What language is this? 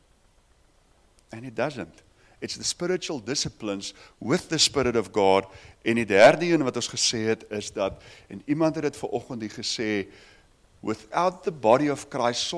Afrikaans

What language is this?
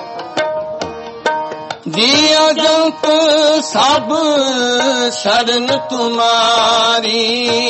Punjabi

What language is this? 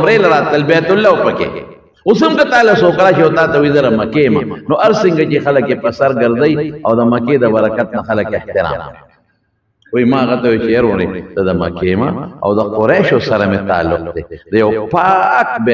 Pashto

